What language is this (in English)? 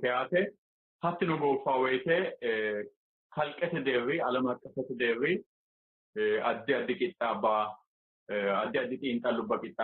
Sidamo